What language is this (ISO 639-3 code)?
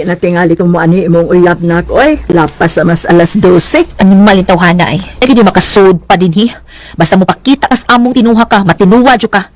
ceb